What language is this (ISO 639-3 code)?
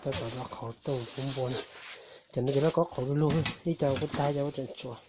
hmn